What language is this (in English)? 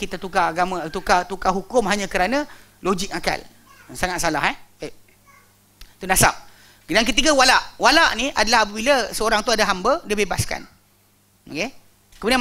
Malay